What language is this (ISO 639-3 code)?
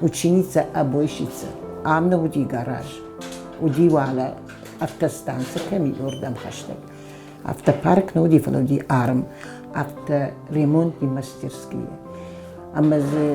oss